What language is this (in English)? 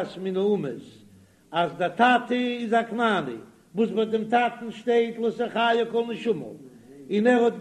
Yiddish